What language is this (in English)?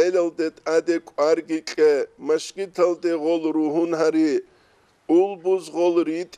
Avaric